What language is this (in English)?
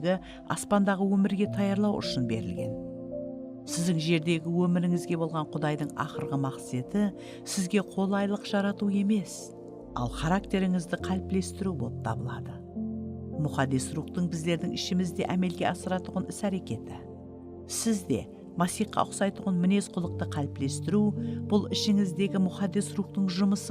Kara-Kalpak